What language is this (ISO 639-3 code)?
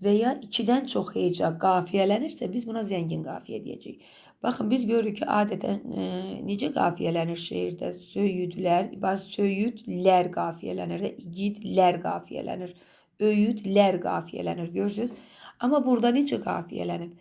aze